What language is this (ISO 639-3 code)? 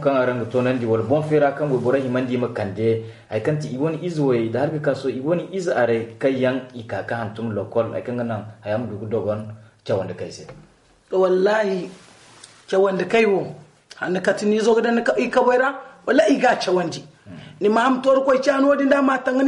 dje